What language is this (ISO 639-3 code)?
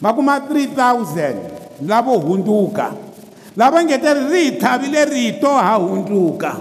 tso